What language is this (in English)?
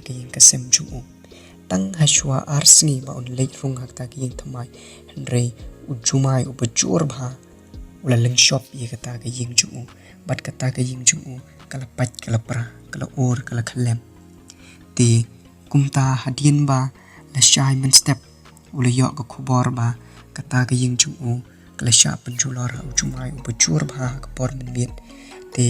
Khasi